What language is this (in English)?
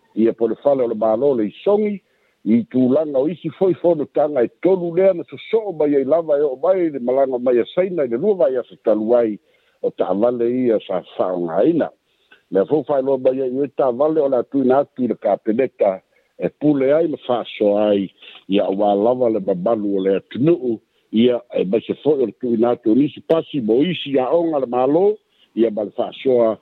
Samoan